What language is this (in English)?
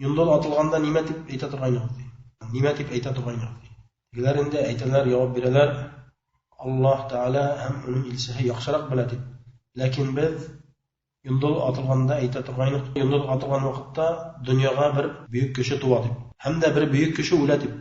Bashkir